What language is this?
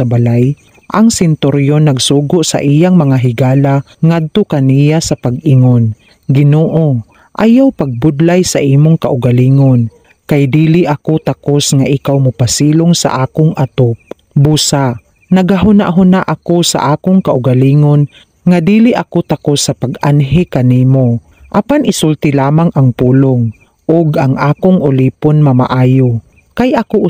Cebuano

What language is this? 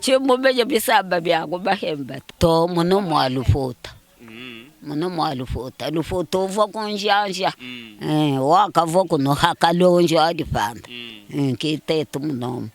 Luba-Lulua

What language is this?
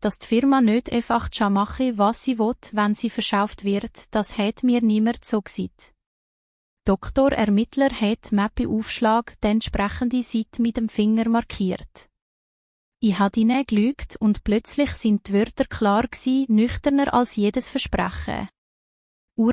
Swiss German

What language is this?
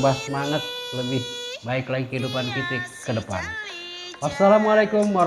Betawi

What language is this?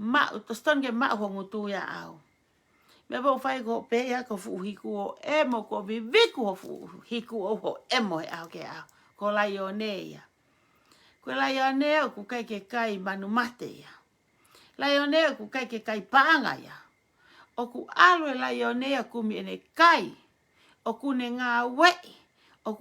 Tongan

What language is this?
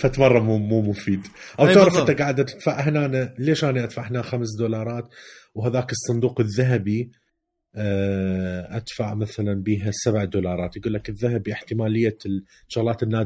Mesopotamian Arabic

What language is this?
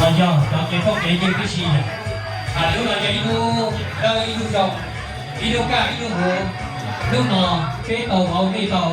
Hmong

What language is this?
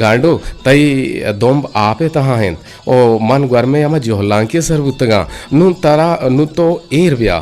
Eastern Balochi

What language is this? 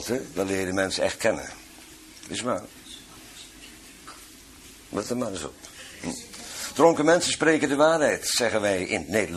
Dutch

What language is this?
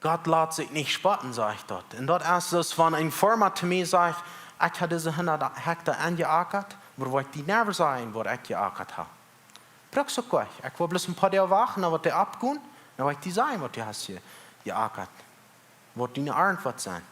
Plautdietsch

